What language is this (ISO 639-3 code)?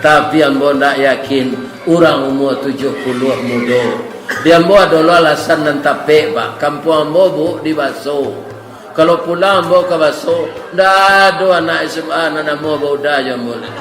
min